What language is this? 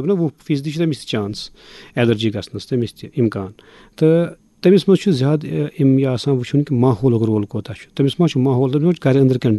Kashmiri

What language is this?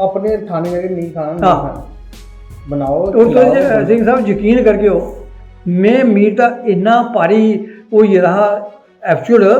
Dogri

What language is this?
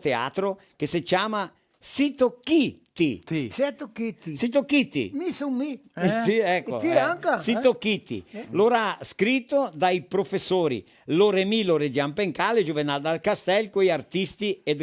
Venetian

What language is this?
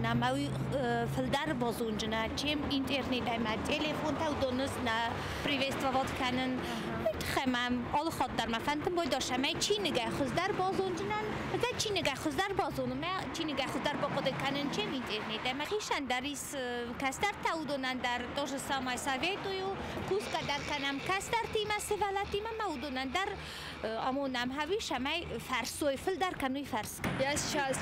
Ossetic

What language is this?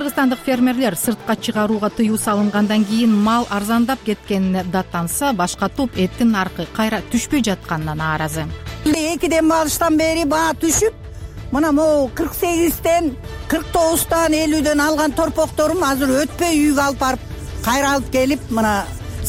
Kyrgyz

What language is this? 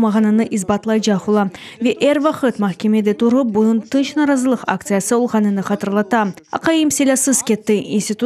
Crimean Tatar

